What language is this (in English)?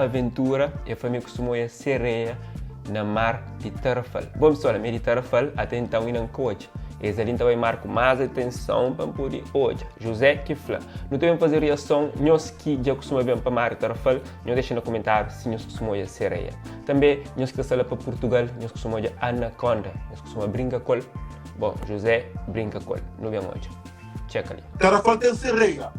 Kabuverdianu